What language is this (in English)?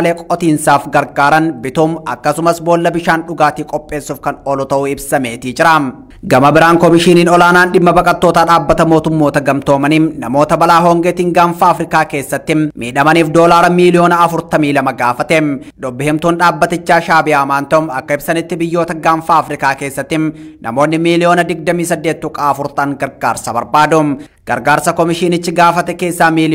Oromo